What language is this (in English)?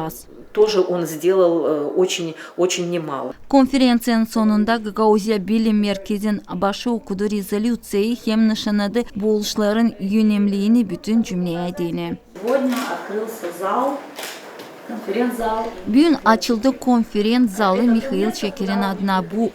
Gagauz